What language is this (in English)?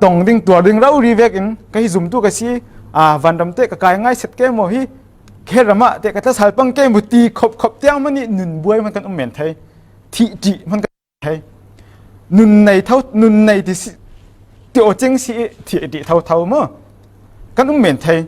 Falam Chin